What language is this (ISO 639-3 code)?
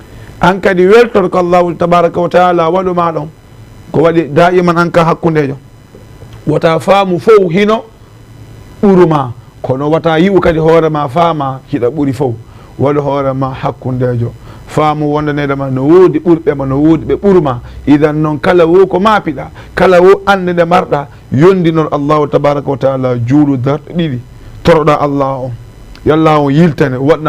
ful